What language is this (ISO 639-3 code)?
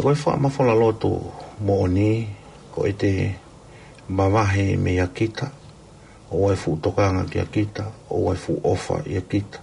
ton